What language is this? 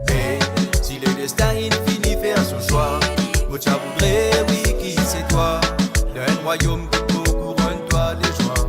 Morisyen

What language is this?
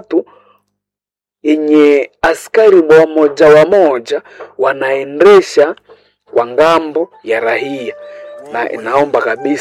Swahili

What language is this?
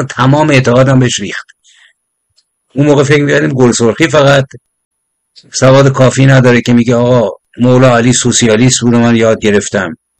Persian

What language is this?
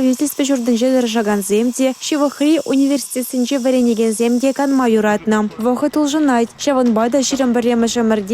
Chuvash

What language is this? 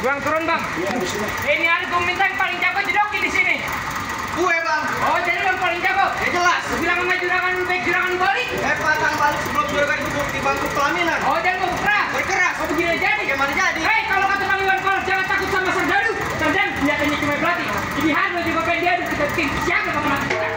Betawi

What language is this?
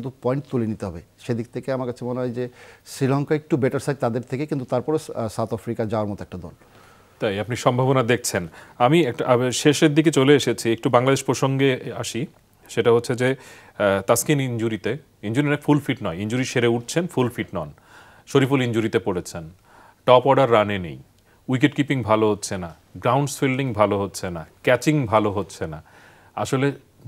Bangla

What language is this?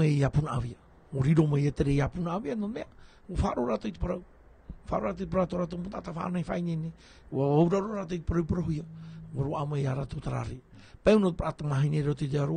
Tahitian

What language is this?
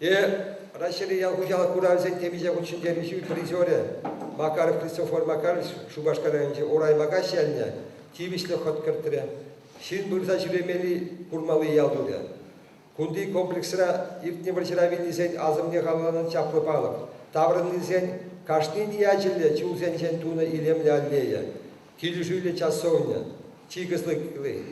Chuvash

